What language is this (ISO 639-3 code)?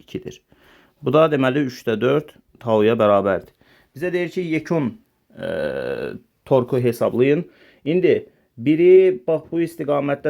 aze